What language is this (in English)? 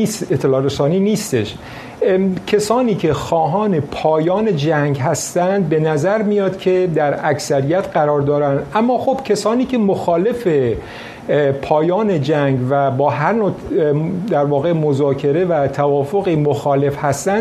Persian